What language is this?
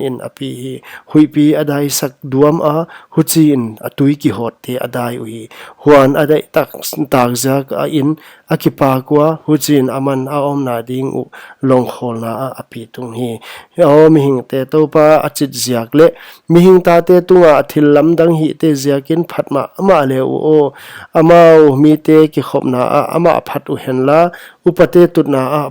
Paite Chin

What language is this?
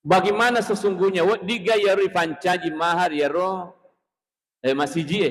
Buginese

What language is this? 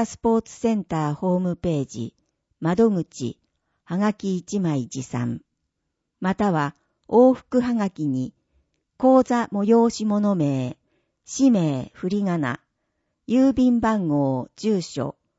Japanese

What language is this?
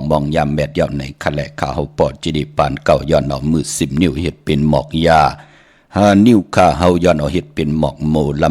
Shan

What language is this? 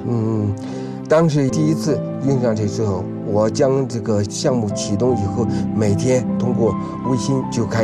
Chinese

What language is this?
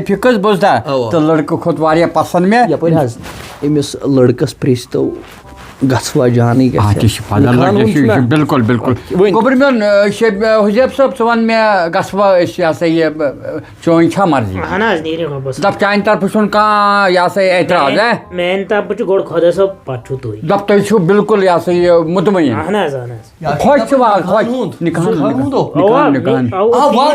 Kashmiri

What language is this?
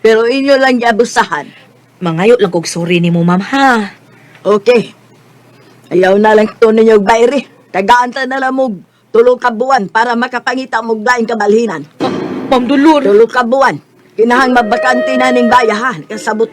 Cebuano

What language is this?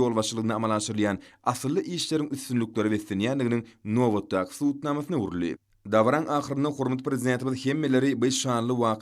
Turkmen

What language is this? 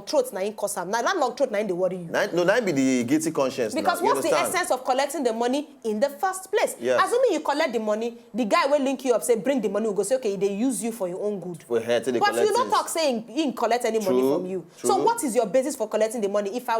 Nigerian Pidgin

